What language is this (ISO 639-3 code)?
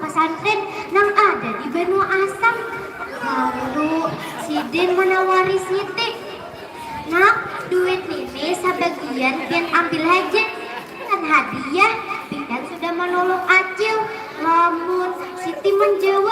bjn